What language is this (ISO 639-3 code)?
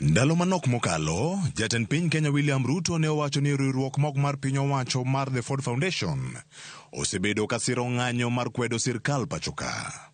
luo